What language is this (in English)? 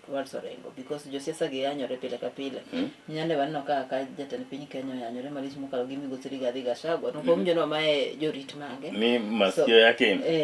Luo (Kenya and Tanzania)